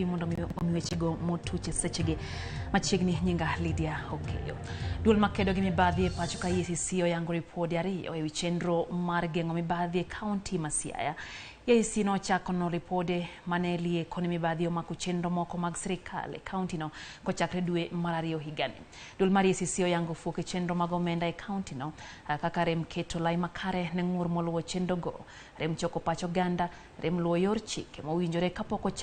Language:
Luo (Kenya and Tanzania)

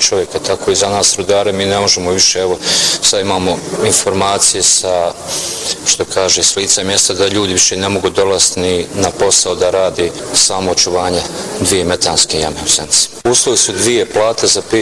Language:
Bosnian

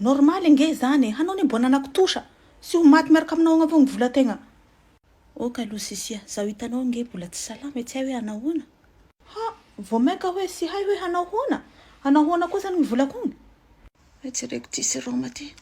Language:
Malagasy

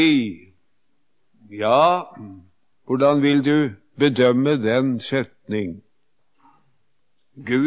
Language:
Norwegian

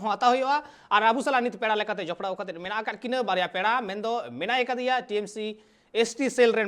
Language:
Santali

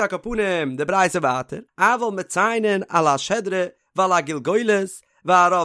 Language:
Yiddish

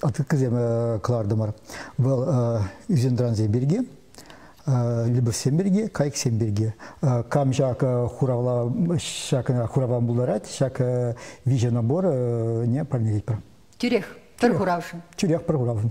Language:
Chuvash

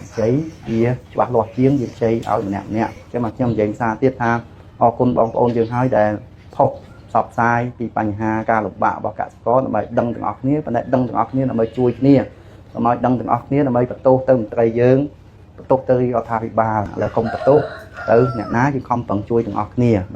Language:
Khmer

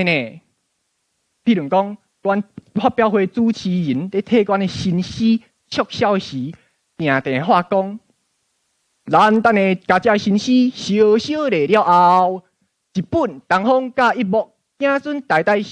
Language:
Min Nan Chinese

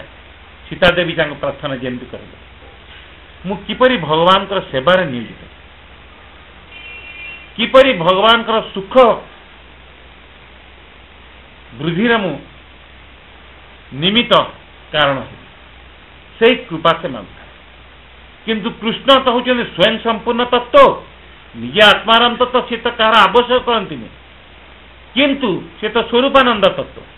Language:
Odia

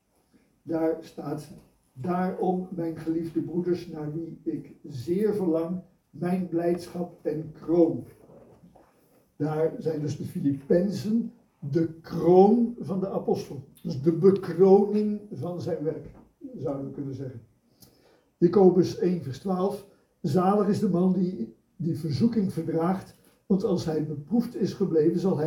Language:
Dutch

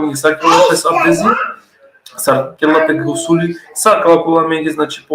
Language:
Balkan Romani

